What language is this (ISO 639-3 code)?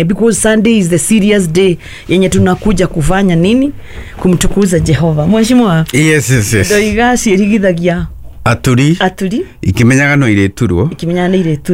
kik